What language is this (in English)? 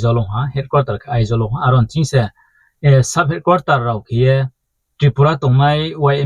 Riang (India)